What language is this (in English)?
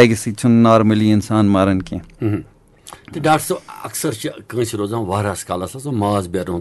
Kashmiri